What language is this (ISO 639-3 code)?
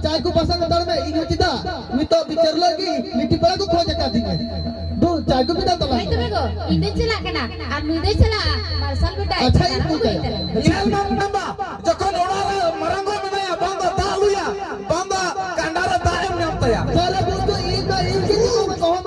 sat